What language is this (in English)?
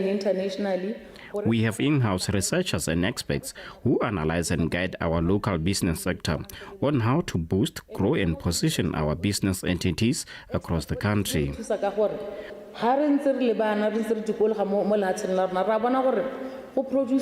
Tswana